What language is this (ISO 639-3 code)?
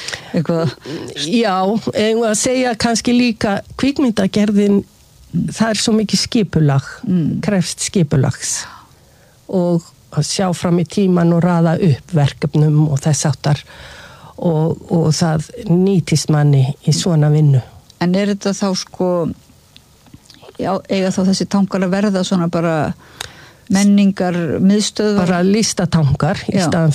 isl